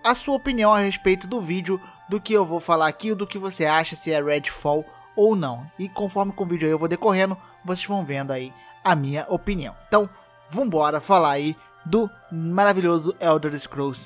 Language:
Portuguese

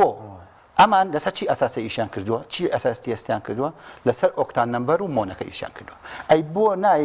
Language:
Central Kurdish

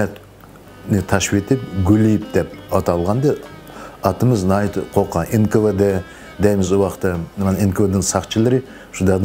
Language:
Uyghur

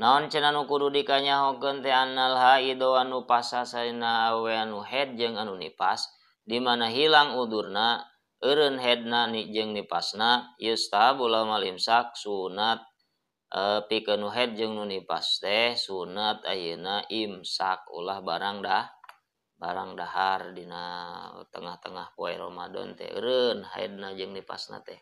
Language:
Sundanese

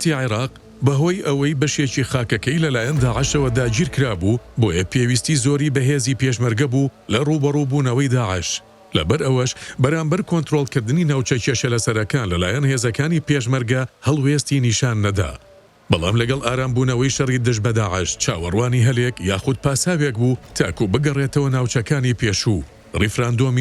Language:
Central Kurdish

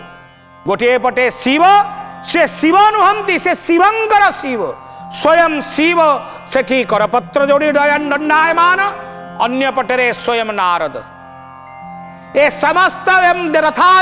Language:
Odia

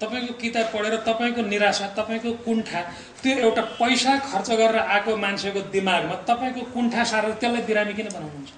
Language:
Nepali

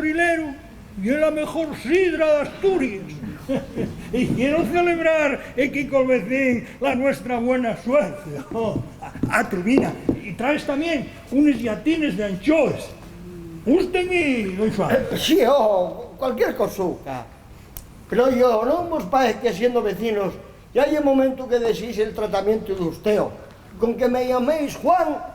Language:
Asturian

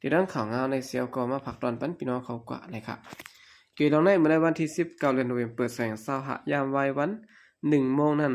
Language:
Shan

